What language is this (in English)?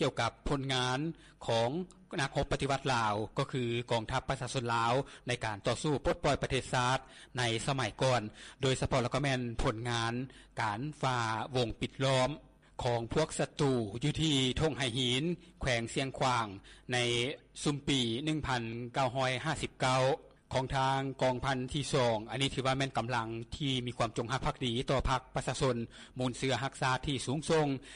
Lao